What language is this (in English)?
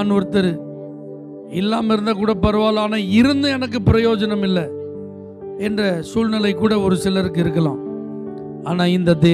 Tamil